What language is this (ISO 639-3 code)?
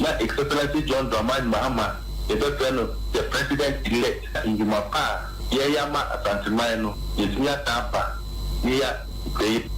aka